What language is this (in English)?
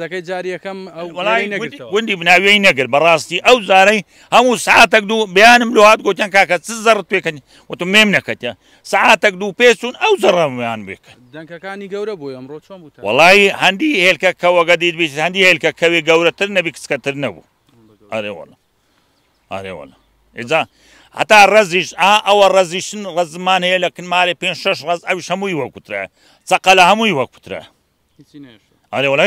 Central Kurdish